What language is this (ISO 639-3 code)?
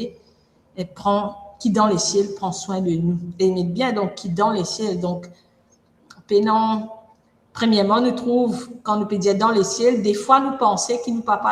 mfe